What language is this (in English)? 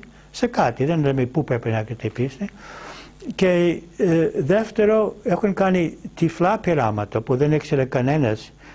Greek